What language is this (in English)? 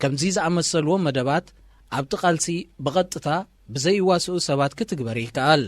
Tigrinya